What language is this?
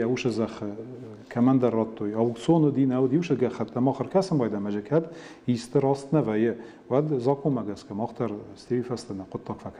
Ossetic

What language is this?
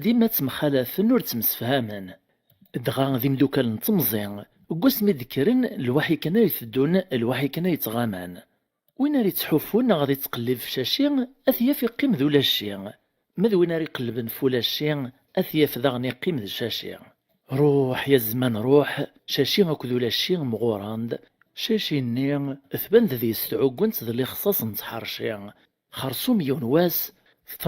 Kabyle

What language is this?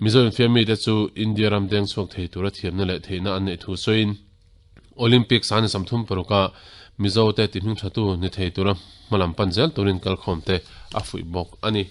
Mizo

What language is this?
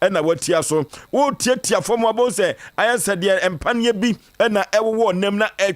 Akan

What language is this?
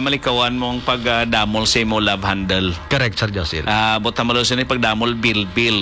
Hiligaynon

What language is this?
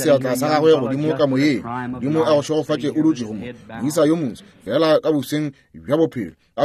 Northern Sotho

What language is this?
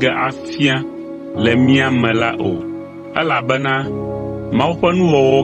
Ewe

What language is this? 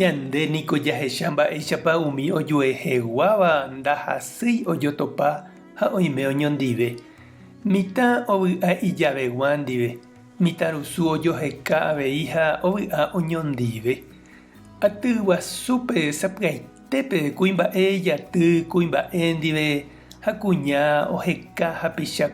Guarani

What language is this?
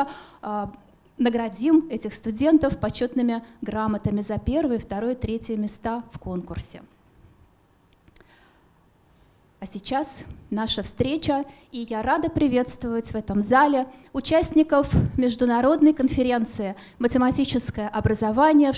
Russian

